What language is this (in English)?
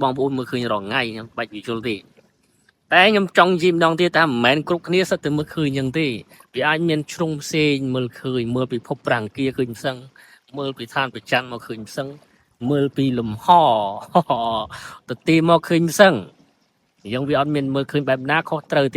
Khmer